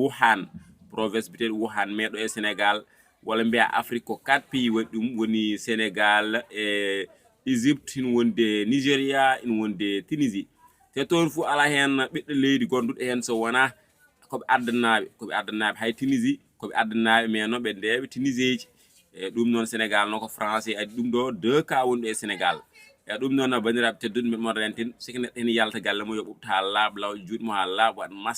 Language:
Fula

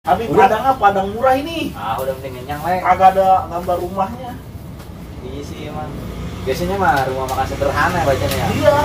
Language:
Betawi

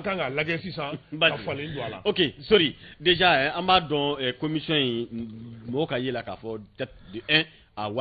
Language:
Bambara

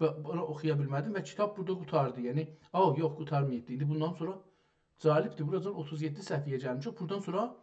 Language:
South Azerbaijani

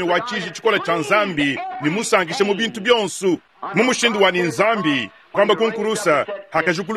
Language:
Luba-Lulua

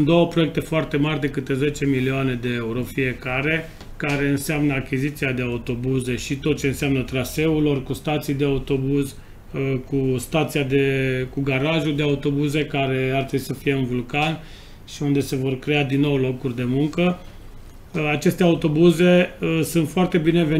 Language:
Romanian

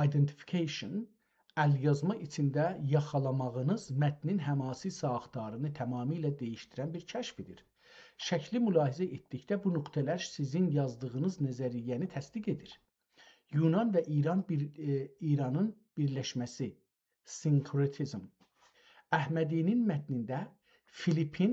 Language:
South Azerbaijani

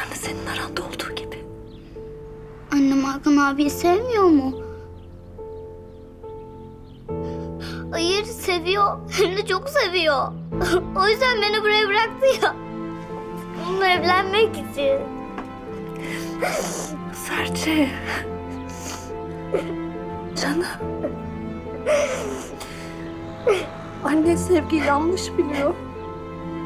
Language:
Turkish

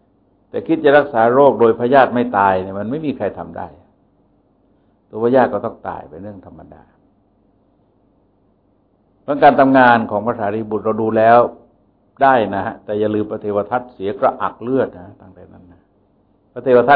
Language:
Thai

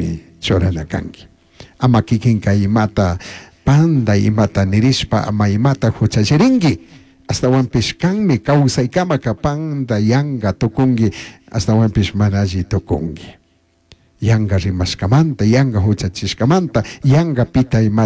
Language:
Chimborazo Highland Quichua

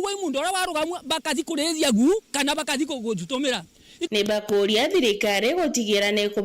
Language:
Meru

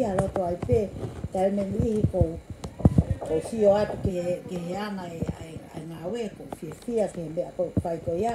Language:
Tongan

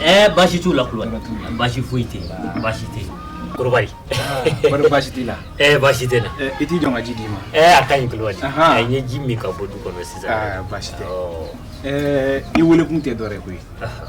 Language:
Bambara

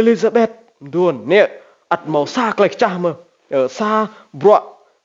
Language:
Rade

